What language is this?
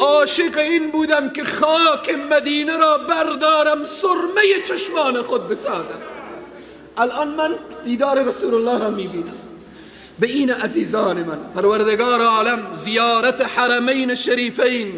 Persian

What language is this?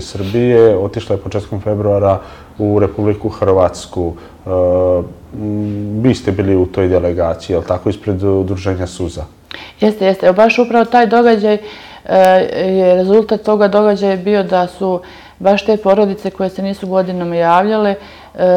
Serbian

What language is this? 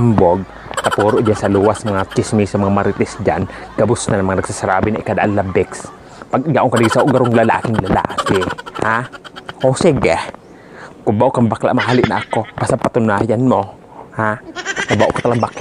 Bikol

